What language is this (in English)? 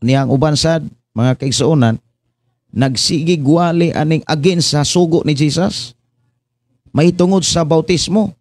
Cebuano